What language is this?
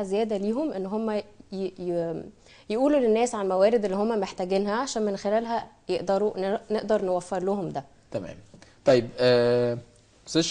Egyptian Arabic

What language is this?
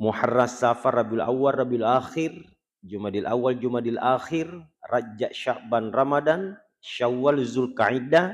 Buginese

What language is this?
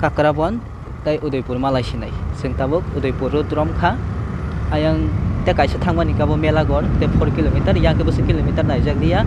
Kok Borok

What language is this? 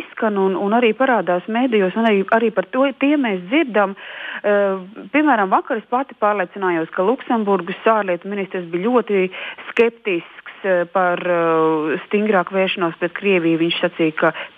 Latvian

